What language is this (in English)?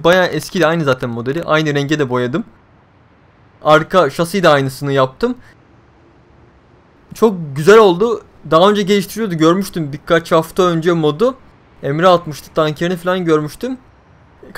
Turkish